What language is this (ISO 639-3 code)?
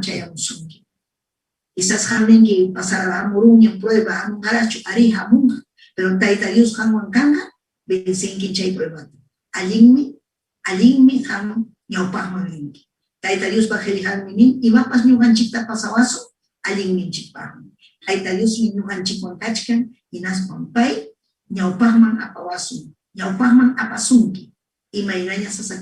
quy